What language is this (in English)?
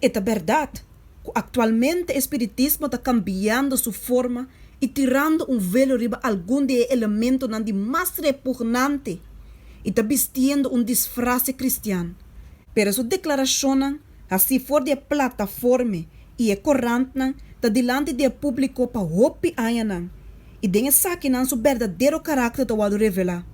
Papiamento